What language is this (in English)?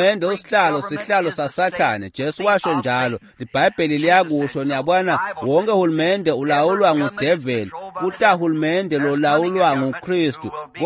Swati